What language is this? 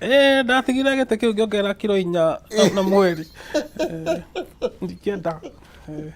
Kikuyu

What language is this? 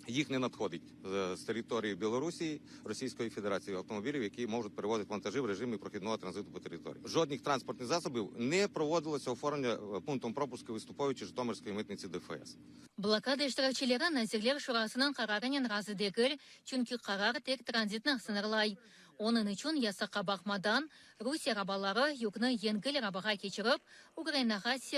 Crimean Tatar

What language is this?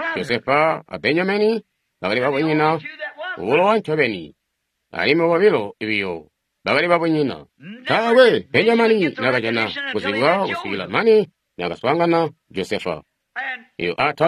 Tonga (Zambia)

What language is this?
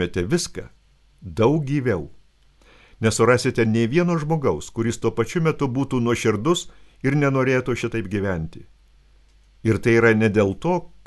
Lithuanian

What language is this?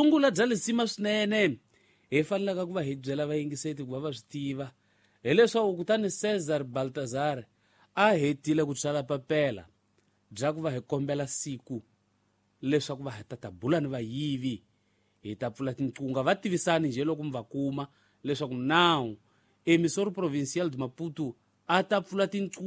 Tsonga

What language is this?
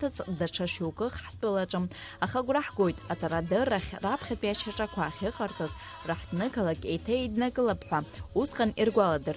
Abkhazian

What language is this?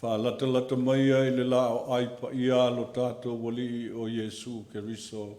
Samoan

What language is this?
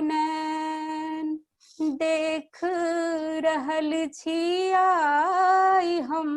Maithili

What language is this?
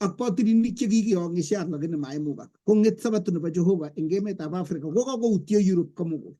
Kalenjin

